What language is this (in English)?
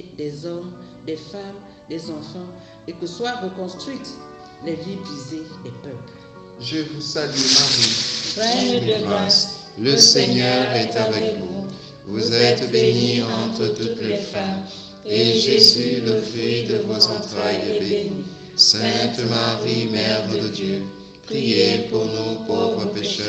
French